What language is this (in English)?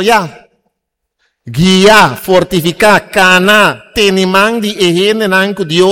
Papiamento